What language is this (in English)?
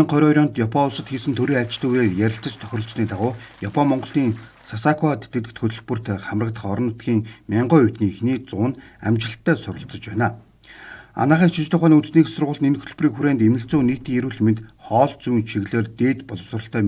Mongolian